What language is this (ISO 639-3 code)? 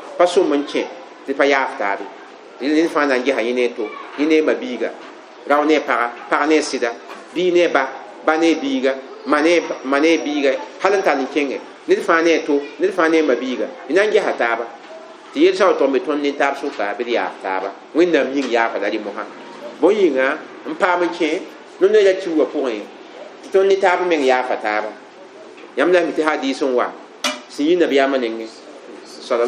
mos